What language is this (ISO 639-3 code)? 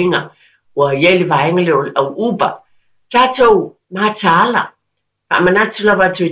smo